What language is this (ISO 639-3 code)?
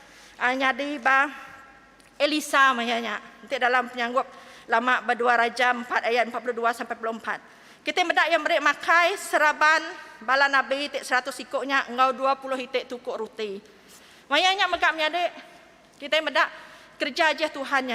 iba